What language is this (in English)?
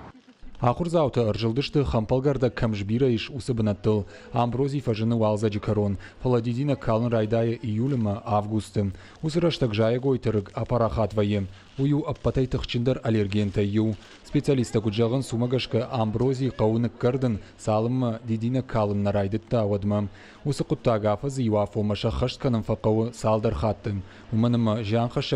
Ossetic